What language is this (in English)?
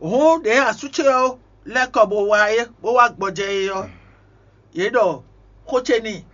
Fon